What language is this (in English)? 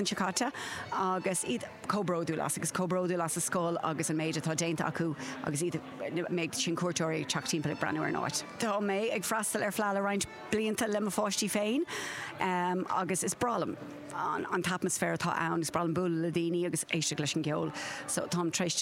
Irish